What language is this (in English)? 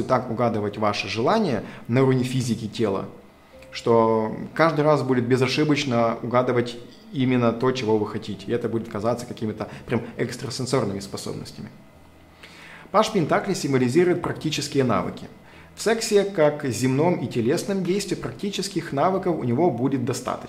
Russian